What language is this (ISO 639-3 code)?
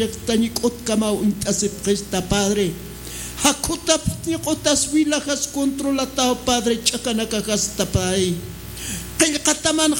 aym